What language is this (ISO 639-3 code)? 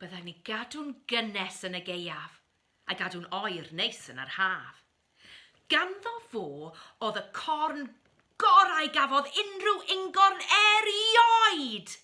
cym